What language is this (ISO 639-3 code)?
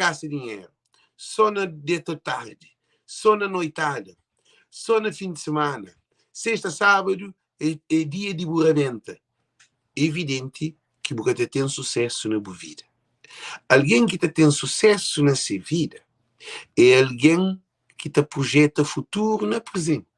kea